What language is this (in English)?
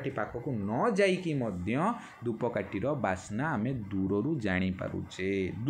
Odia